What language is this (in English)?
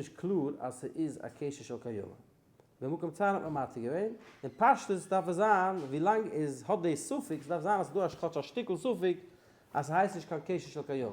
Yiddish